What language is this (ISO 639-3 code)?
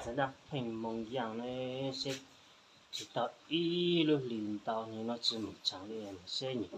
hmn